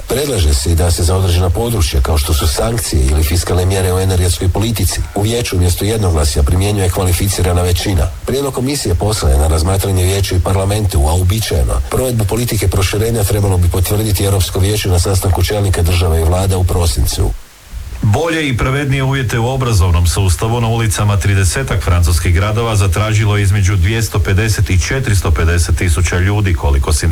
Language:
Croatian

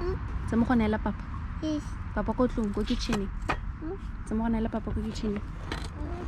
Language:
Tswana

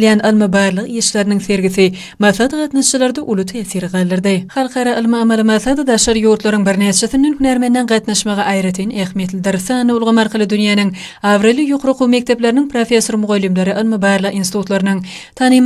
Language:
Turkmen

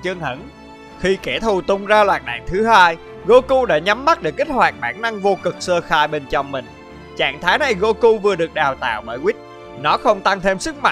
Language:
Vietnamese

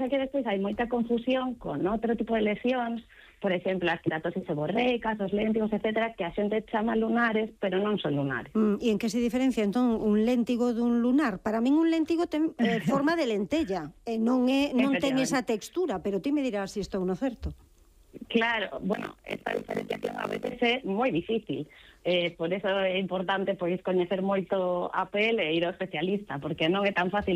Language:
Galician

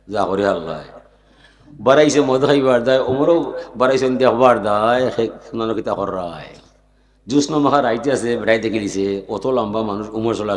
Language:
Sylheti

